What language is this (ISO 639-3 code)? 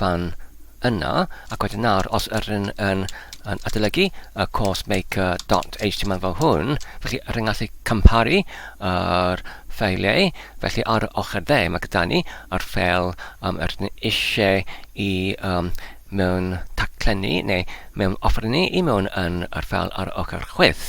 cym